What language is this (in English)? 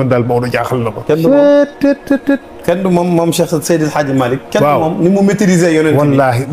Wolof